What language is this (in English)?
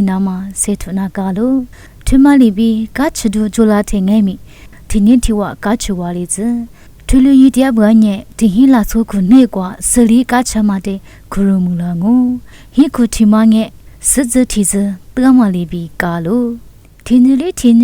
Lisu